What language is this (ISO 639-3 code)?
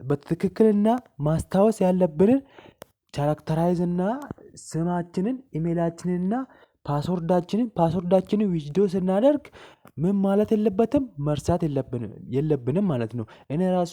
amh